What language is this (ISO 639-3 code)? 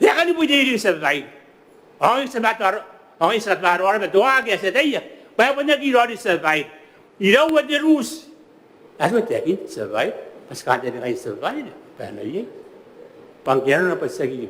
gil